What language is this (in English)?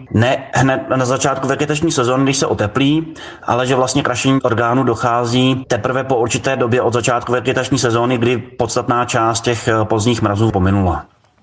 Czech